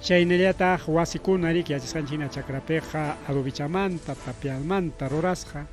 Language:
Ayacucho Quechua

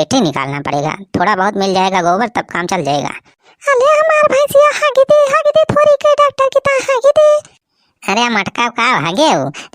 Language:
Awadhi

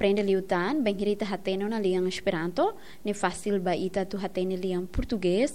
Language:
Tetum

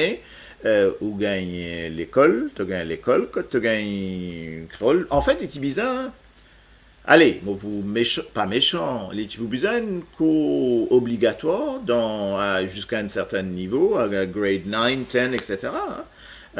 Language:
Morisyen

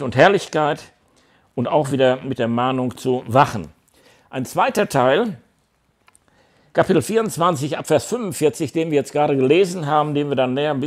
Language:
German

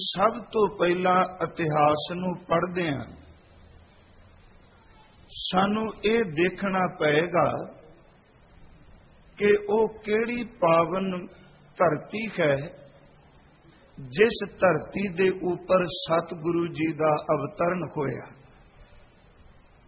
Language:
Punjabi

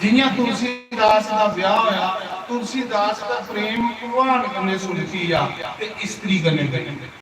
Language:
Dogri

